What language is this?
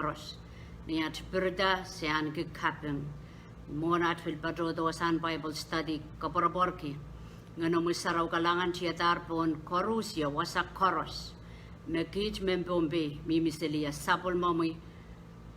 Pohnpeian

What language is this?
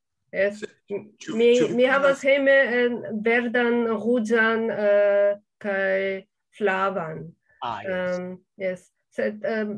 Esperanto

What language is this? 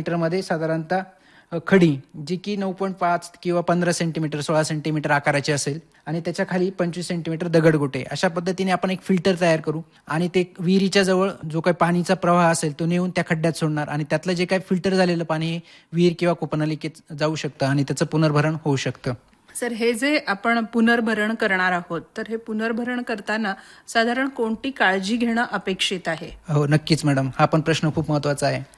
Marathi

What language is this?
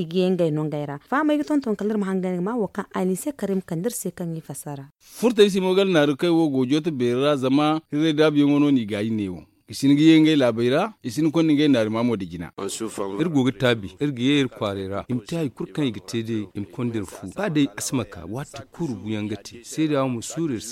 Zarma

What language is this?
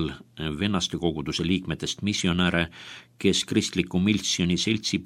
Estonian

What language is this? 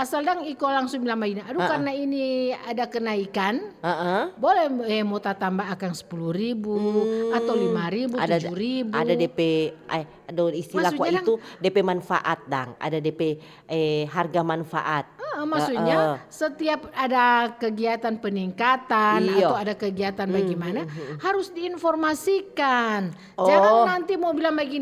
Manado Malay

